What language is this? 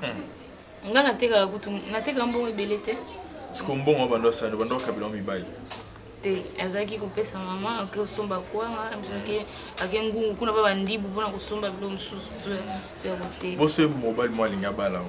Lingala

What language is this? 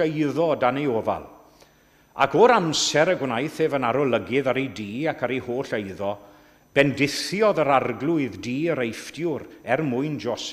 Welsh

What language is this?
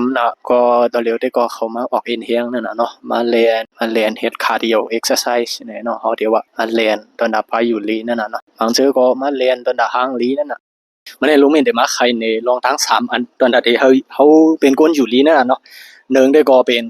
Shan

